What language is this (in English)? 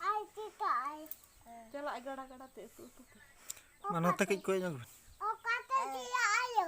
Santali